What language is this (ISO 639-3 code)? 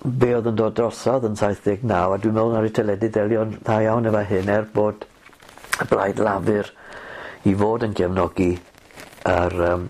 cym